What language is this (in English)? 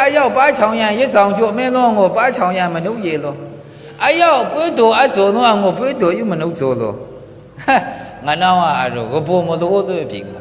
Maru